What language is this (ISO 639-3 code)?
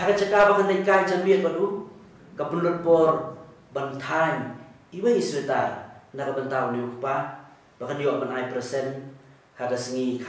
kha